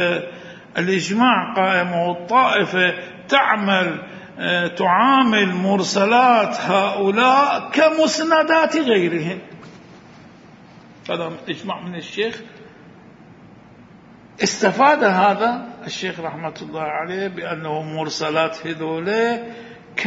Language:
Arabic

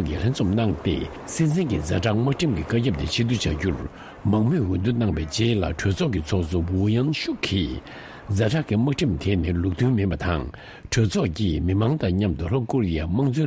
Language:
Tibetan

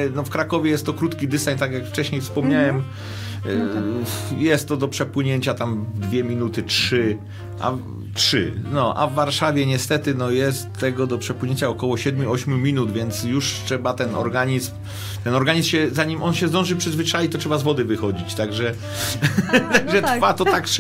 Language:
Polish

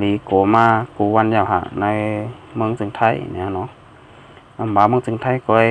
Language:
Shan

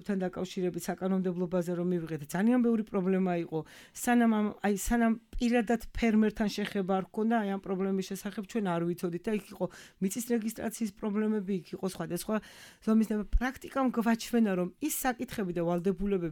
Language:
Georgian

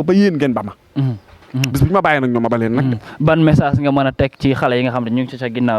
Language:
Wolof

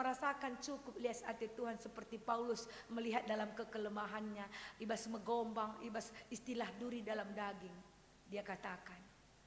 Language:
Batak Karo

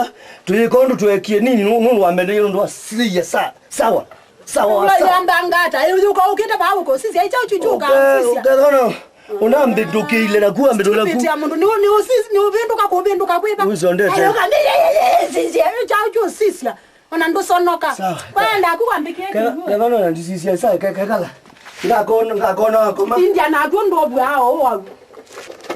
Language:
Kamba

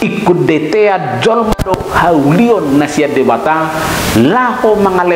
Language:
Batak Toba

